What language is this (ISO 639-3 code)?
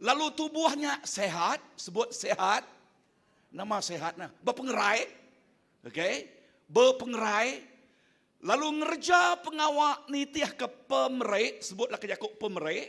iba